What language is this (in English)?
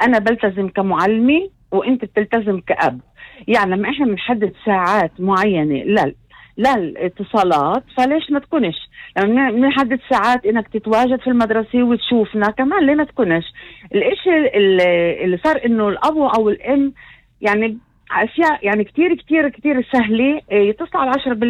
North Levantine Arabic